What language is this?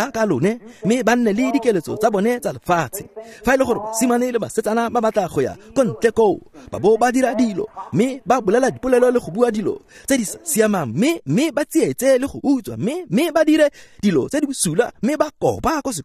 Tswana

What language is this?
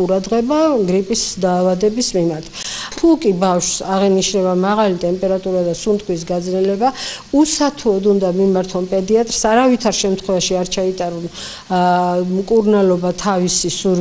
Georgian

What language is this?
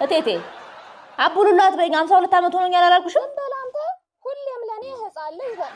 Amharic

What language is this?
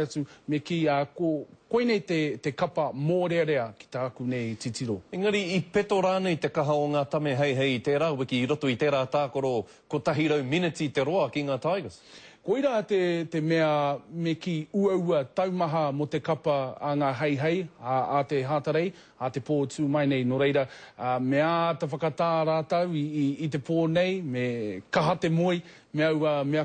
Māori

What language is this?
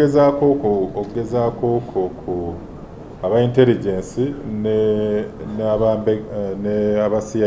Ganda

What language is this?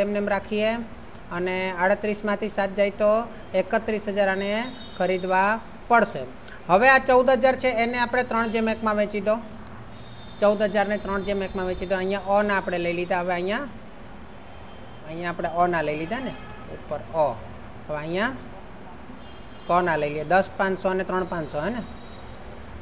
Gujarati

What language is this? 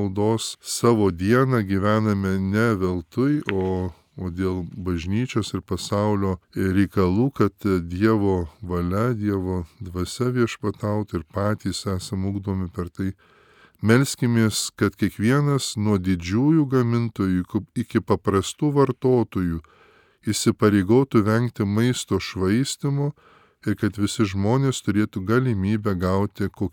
Lithuanian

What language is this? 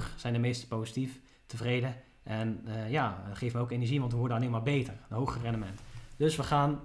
Dutch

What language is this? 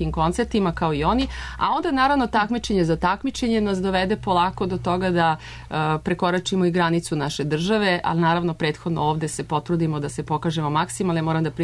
Serbian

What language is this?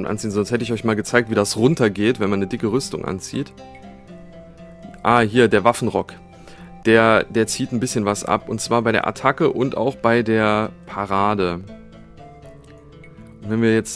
German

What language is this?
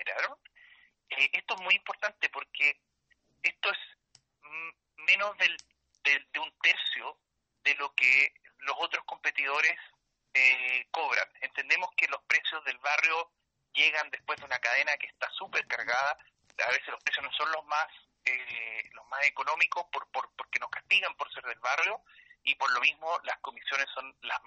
Spanish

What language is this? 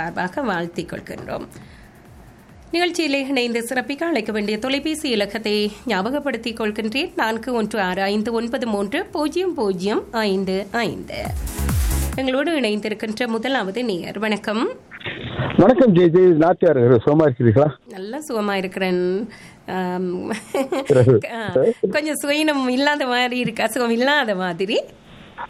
Tamil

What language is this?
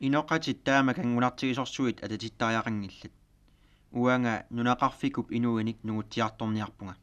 Kalaallisut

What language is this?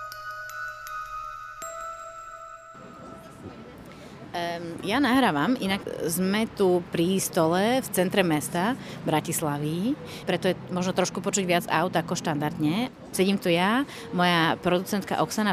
Slovak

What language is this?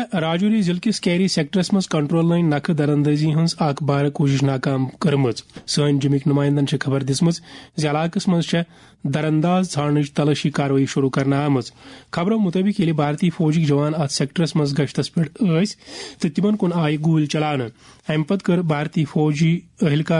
Kashmiri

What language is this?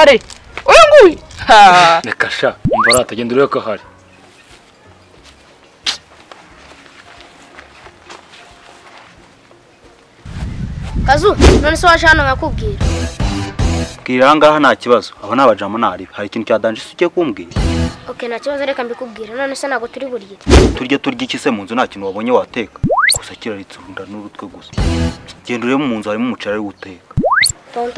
Kinyarwanda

